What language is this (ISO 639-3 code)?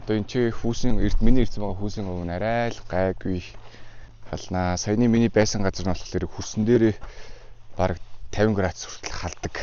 mon